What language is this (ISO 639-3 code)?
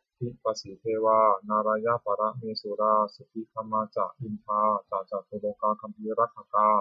pli